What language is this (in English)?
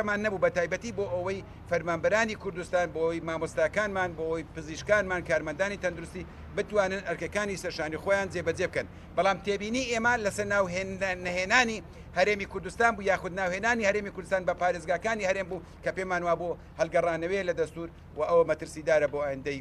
Central Kurdish